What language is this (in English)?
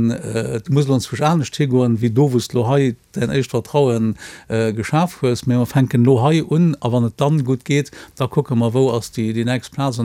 Luxembourgish